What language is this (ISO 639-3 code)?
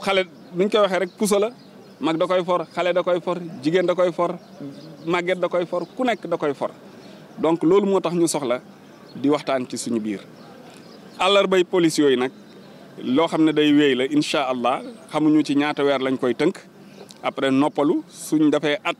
wol